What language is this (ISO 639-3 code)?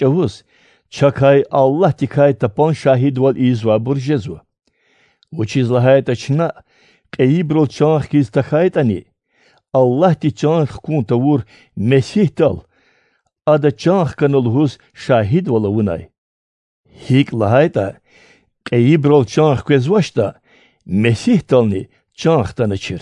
lez